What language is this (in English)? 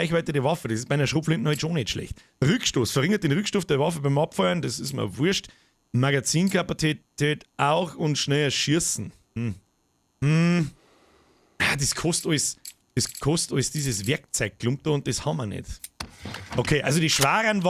Bavarian